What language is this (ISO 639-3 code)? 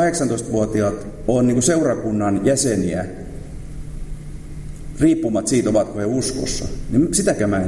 fin